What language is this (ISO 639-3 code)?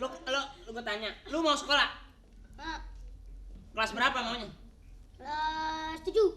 bew